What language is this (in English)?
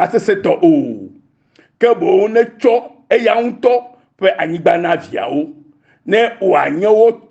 Ewe